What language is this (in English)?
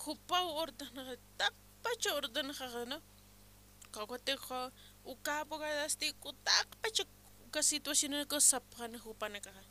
Aymara